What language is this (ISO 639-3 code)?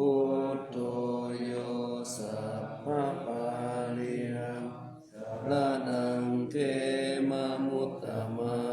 pli